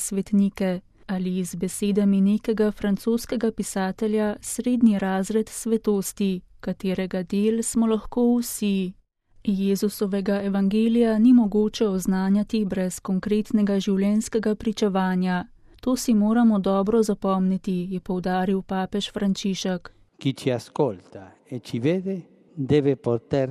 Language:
Slovenian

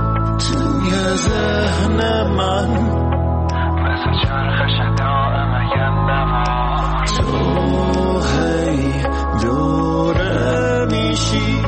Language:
Persian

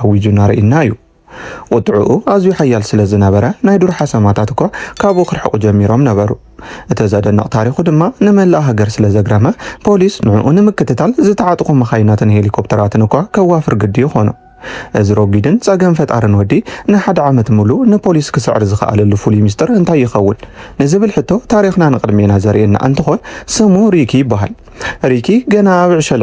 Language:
Tigrinya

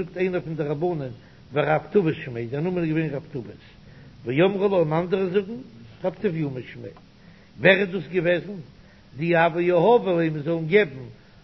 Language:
Yiddish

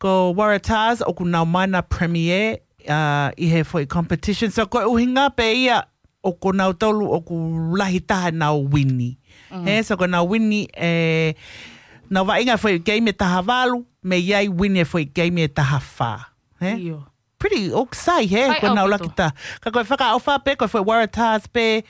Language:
Tongan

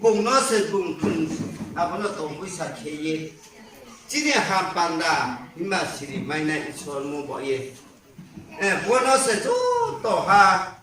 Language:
Riang (India)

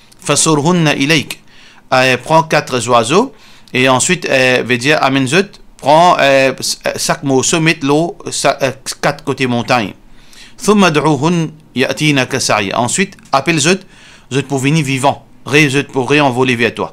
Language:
Morisyen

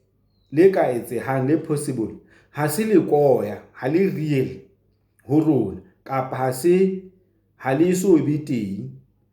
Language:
Southern Sotho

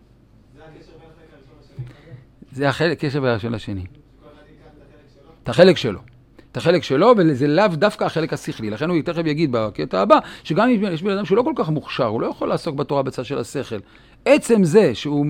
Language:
Hebrew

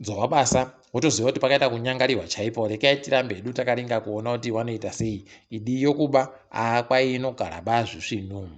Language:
Ndau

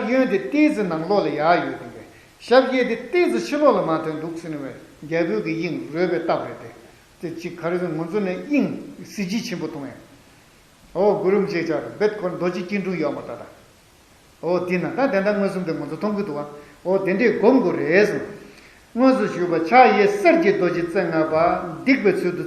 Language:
Tibetan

